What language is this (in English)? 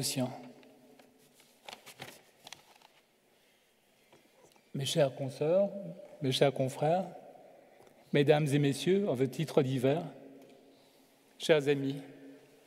French